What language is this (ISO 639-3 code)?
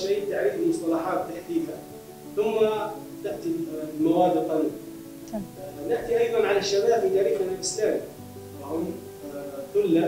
ara